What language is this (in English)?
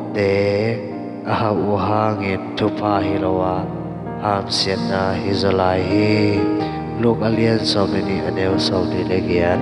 Tedim Chin